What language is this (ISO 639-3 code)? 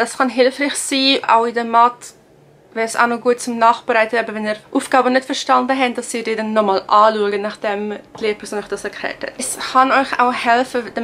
gsw